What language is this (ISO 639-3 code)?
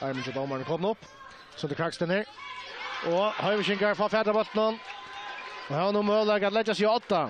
fao